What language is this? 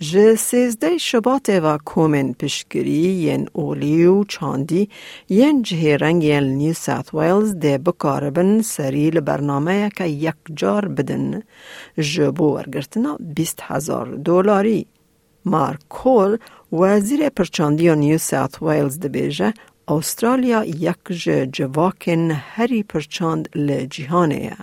Kurdish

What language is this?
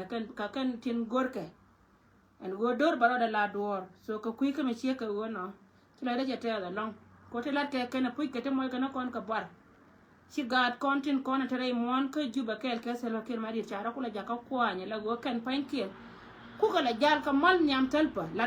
Nuer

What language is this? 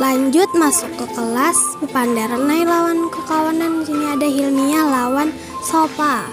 Banjar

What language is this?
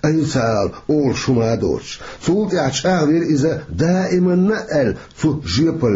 Chechen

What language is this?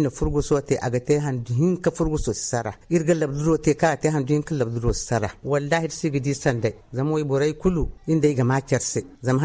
Zarma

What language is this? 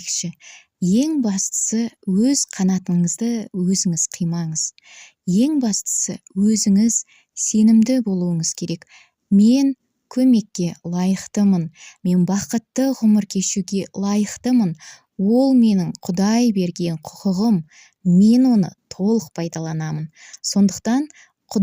Kazakh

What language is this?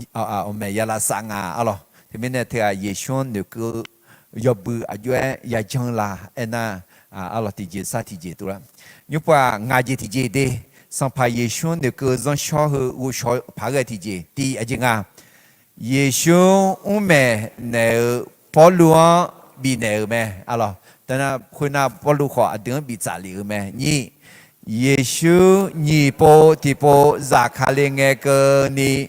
Akha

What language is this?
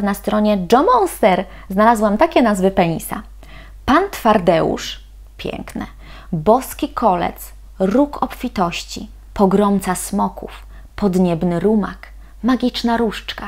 Polish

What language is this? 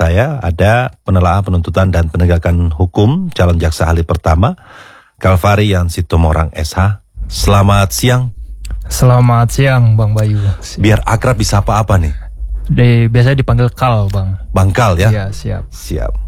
Indonesian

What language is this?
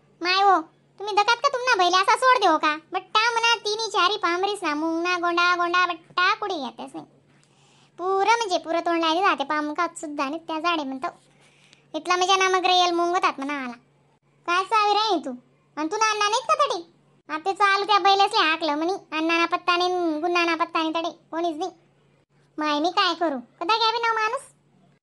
Khandesi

